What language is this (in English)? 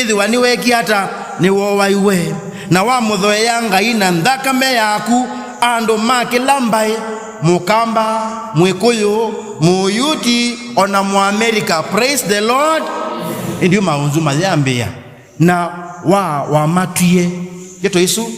Kamba